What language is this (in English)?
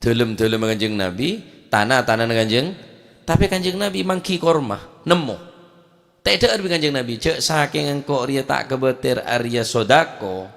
Madurese